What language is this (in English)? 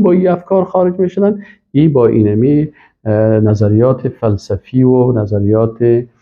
Persian